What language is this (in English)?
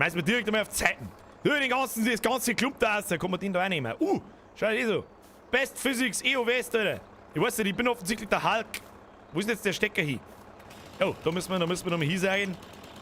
Bavarian